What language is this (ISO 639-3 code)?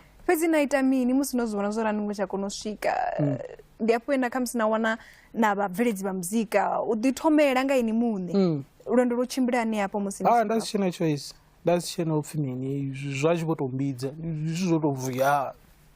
ven